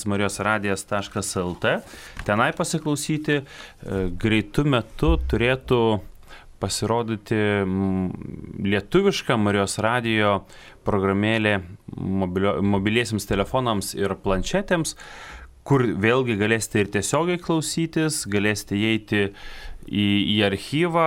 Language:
Lithuanian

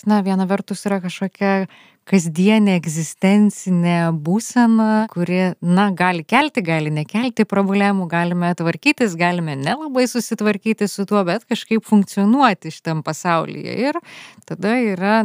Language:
Lithuanian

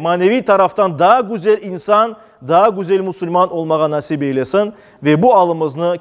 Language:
Crimean Tatar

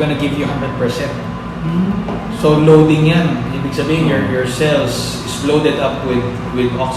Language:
Hiligaynon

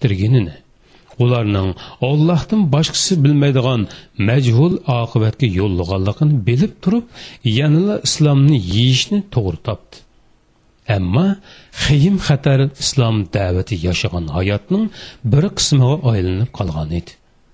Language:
Uyghur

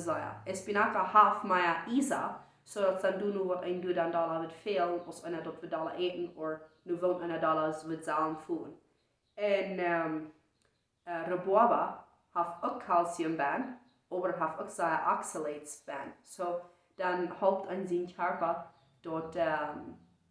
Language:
Plautdietsch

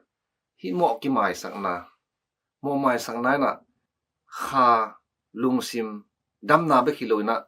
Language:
Tedim Chin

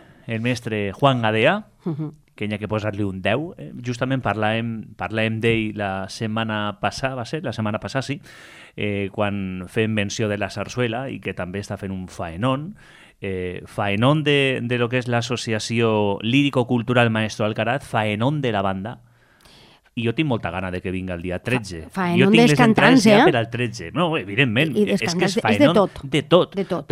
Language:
Catalan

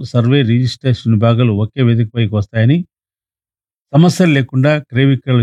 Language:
Telugu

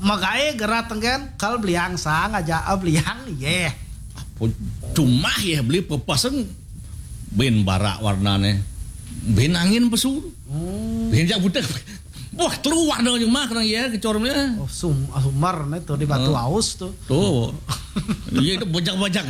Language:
Balinese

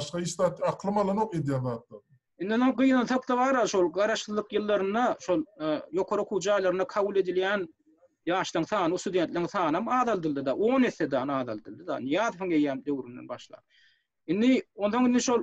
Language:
Turkmen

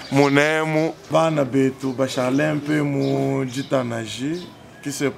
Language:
Luba-Lulua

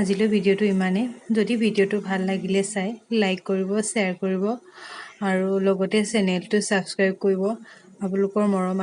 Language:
Assamese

